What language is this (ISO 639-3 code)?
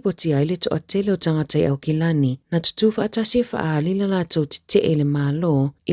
smo